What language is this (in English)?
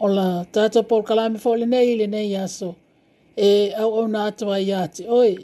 Samoan